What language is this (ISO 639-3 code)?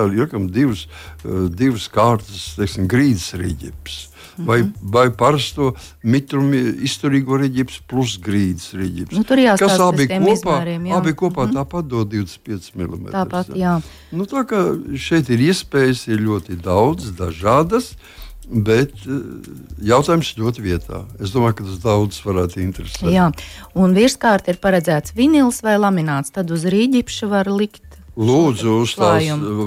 lav